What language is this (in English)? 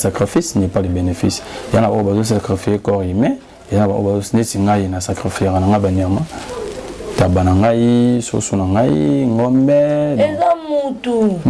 Lingala